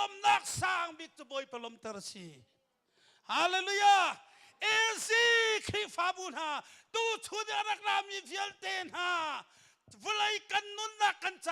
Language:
Hakha Chin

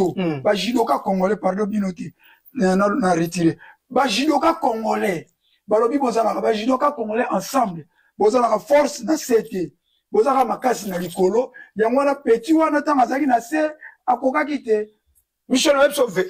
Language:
Lingala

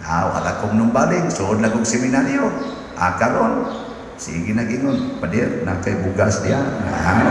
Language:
Cebuano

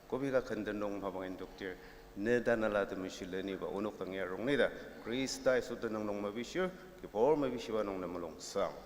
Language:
Ao Naga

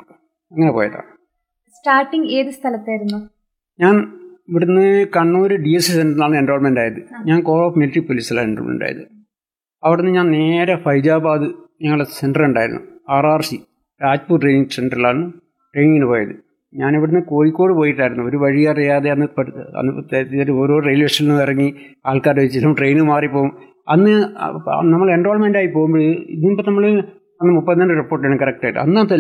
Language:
Malayalam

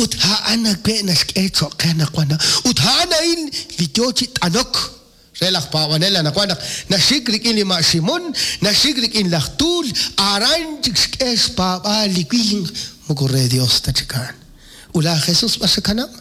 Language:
Kekchí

